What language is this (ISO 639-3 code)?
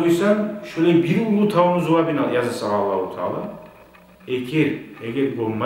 kum